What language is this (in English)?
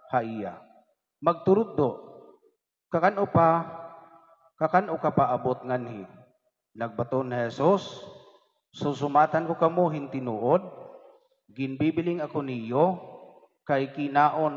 Waray